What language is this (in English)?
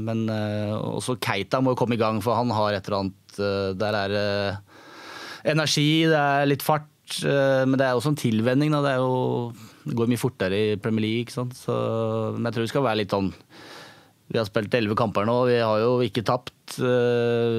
Norwegian